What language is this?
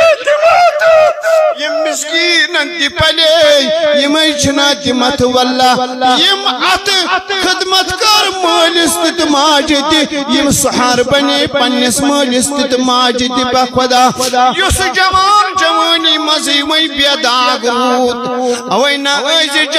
Kashmiri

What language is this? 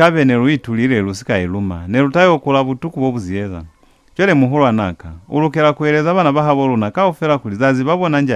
Lozi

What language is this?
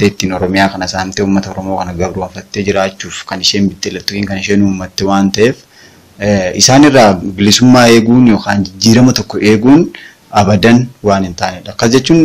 Oromo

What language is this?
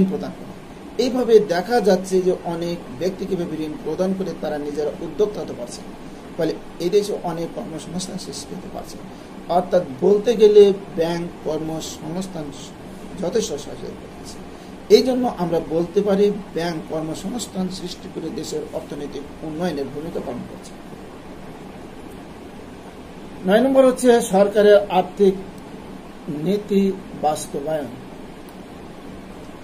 Bangla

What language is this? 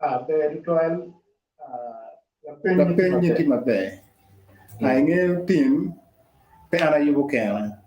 Acoli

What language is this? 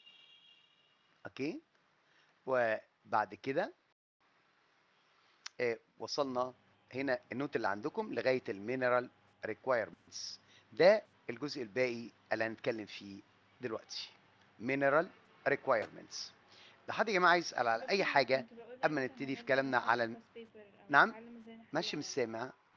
Egyptian Arabic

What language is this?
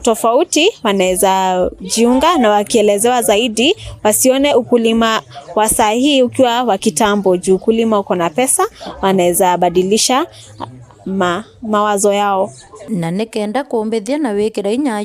Meru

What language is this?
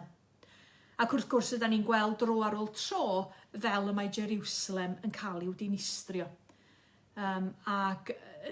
Welsh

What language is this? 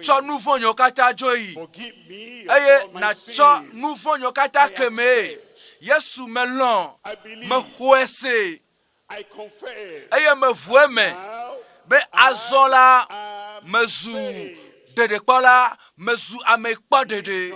Ewe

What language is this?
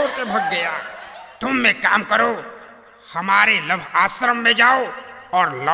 Bhojpuri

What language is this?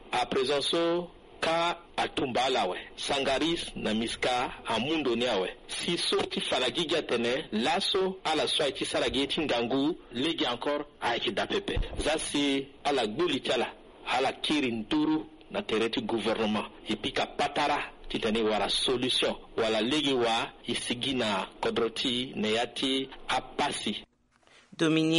Sango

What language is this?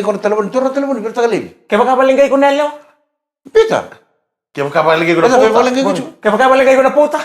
Fijian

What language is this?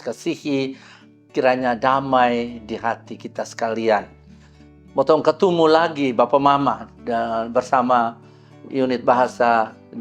Kupang Malay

